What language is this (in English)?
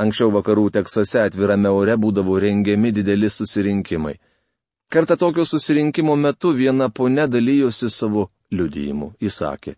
Lithuanian